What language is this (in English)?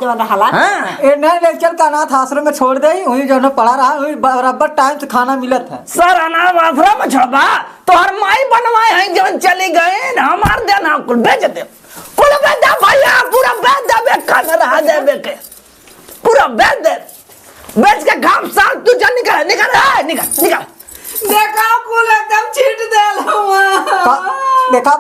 Awadhi